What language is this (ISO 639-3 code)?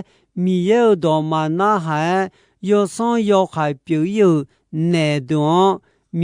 ahk